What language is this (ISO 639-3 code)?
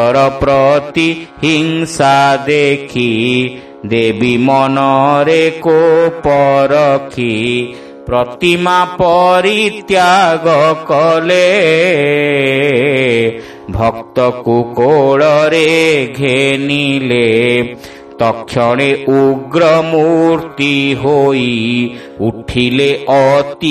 ori